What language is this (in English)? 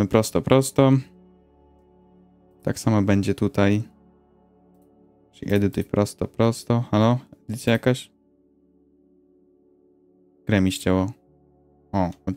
Polish